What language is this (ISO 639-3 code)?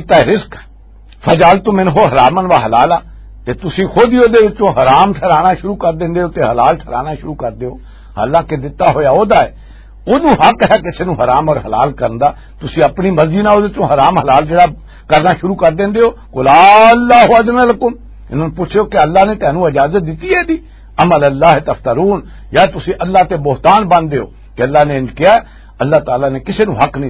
lah